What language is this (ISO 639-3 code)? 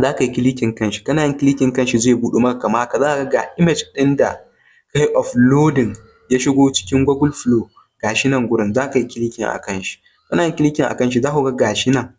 hau